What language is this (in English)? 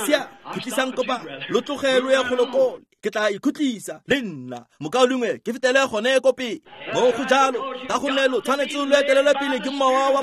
Tswana